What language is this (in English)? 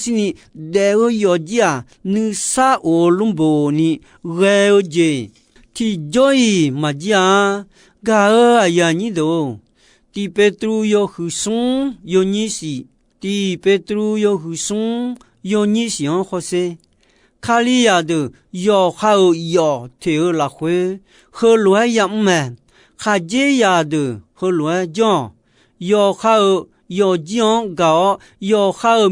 Akha